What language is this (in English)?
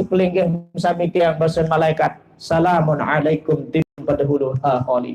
Sasak